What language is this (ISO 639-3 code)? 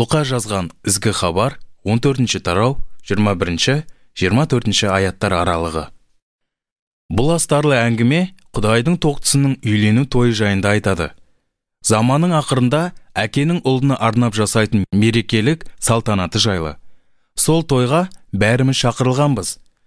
kaz